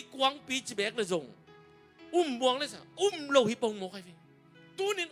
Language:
Tedim Chin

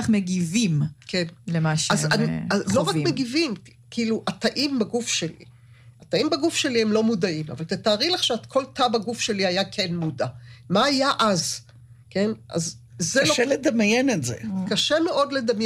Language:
Hebrew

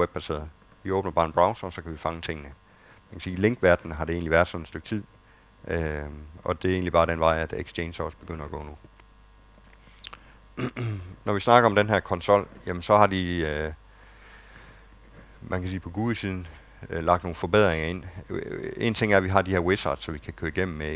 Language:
Danish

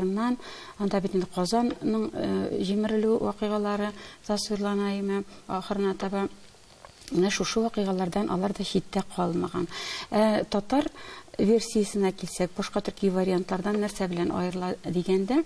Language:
Tatar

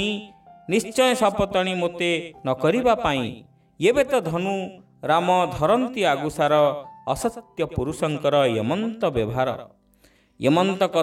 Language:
Odia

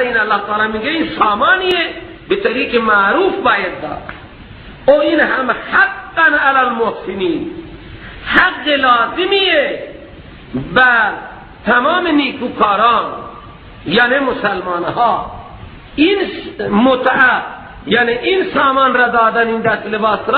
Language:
Persian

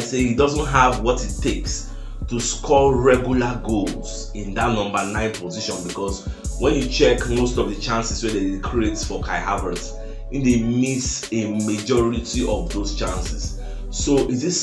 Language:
Nigerian Pidgin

